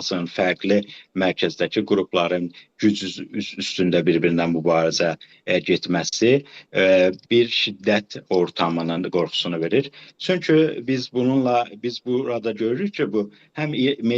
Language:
South Azerbaijani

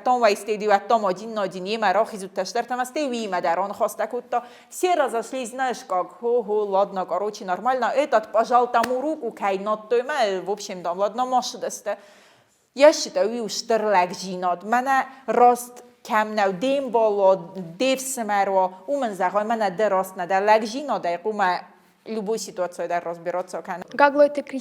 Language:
Ossetic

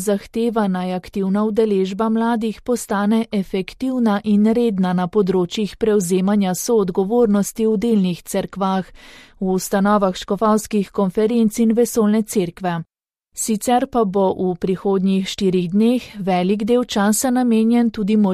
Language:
Slovenian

